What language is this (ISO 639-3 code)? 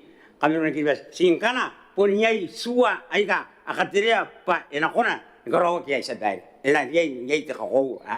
gil